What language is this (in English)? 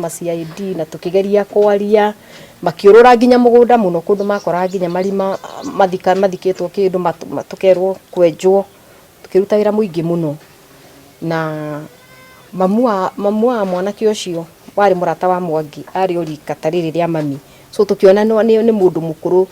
Kikuyu